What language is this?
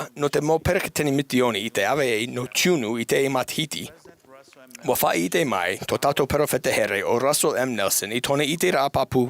Tahitian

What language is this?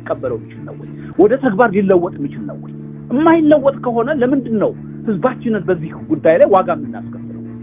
Amharic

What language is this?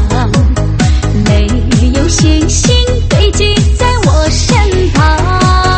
Chinese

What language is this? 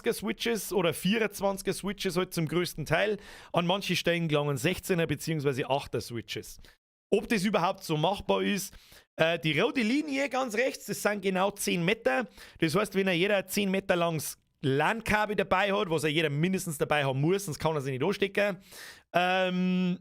Bavarian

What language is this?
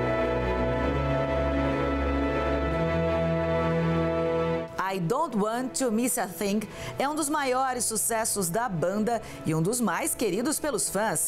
Portuguese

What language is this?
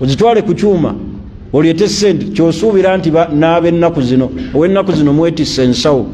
Ganda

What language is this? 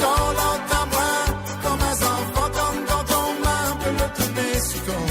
Morisyen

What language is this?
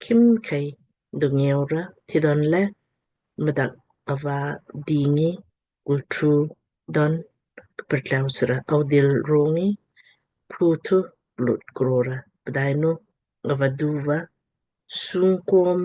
Lamkang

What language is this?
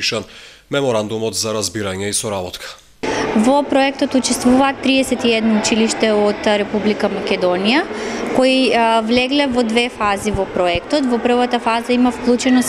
Macedonian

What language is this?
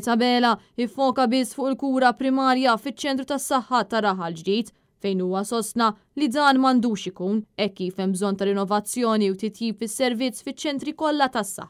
Maltese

